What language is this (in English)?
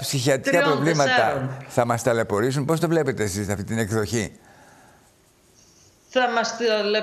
Greek